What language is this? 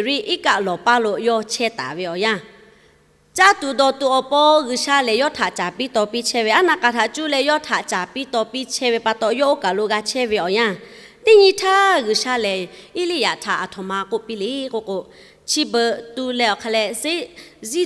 Lahu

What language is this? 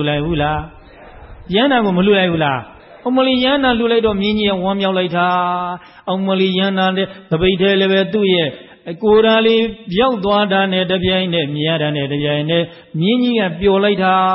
Burmese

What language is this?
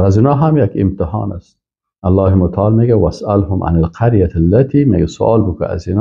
Persian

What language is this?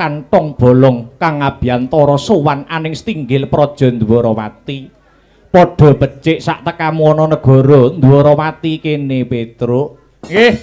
Javanese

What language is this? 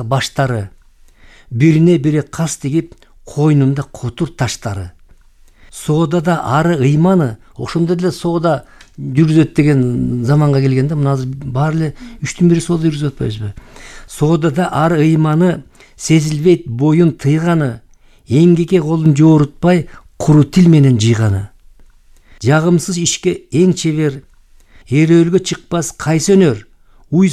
Kyrgyz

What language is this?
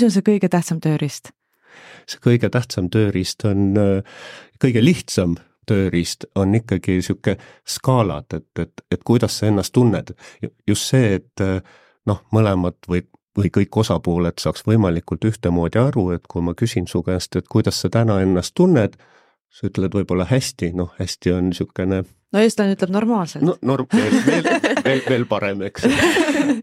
Estonian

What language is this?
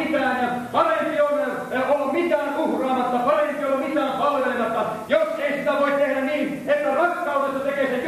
Finnish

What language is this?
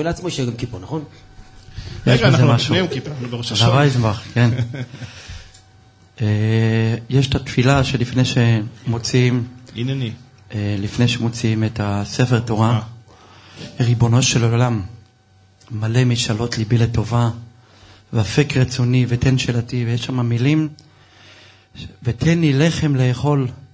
Hebrew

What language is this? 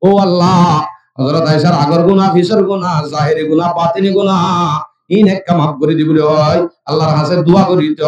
Rohingya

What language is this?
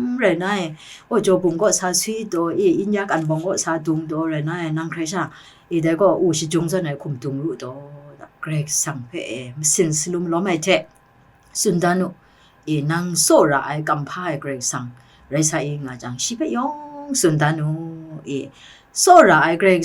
Kachin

